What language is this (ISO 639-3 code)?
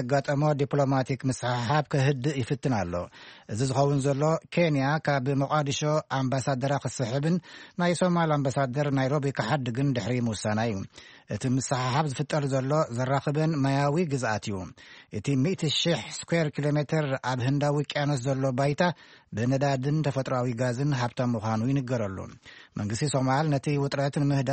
tir